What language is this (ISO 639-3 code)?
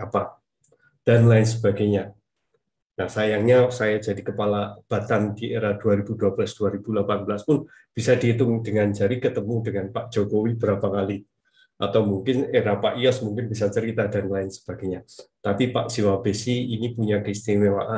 ind